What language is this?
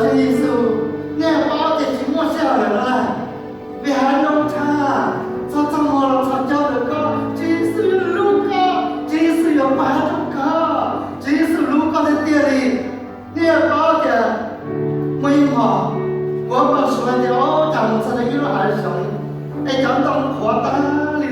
Hmong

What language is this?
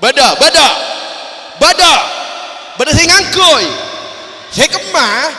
Madurese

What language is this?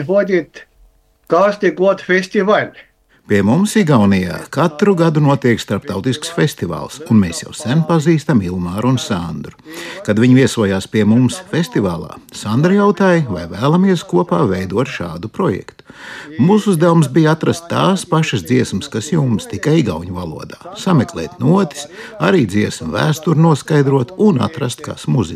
Latvian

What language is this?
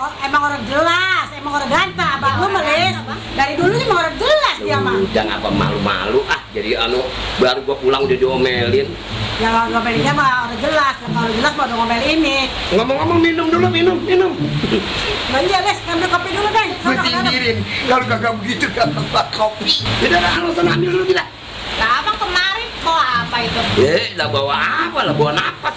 Betawi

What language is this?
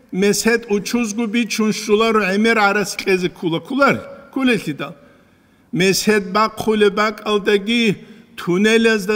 Avaric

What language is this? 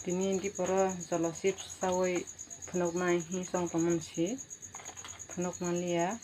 Kok Borok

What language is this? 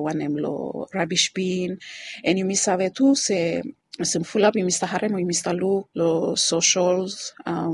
Bislama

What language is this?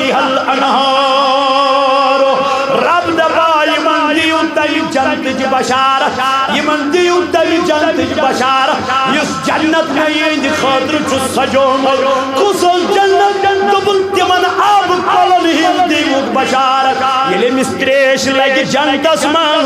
Kashmiri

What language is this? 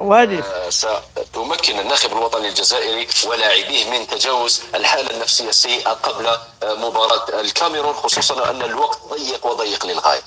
Kabyle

